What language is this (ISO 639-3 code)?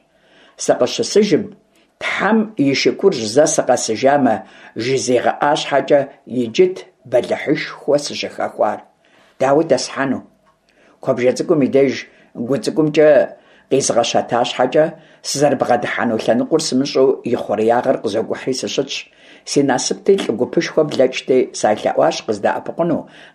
kbd